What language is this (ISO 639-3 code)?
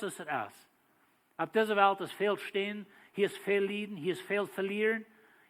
pdt